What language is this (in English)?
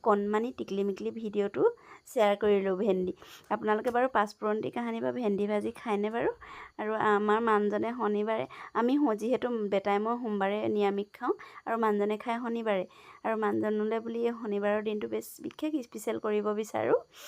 Assamese